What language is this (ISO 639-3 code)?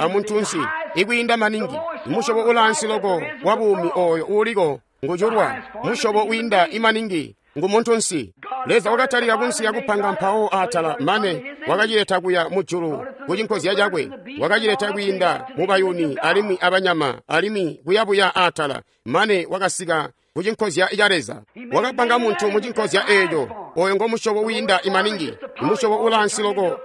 toi